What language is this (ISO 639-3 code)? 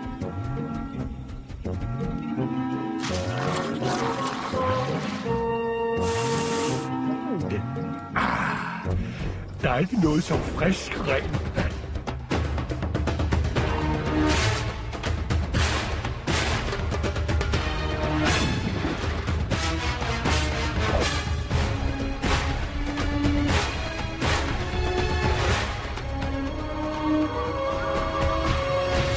dan